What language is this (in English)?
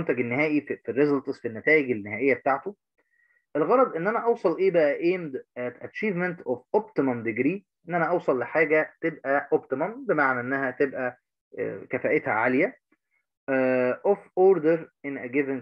Egyptian Arabic